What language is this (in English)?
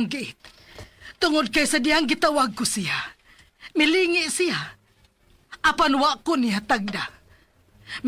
Cebuano